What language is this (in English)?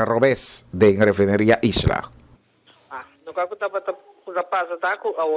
Papiamento